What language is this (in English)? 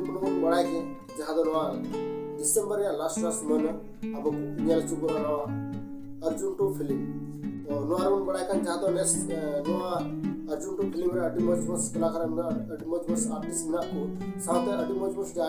Santali